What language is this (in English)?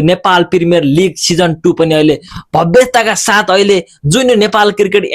Nepali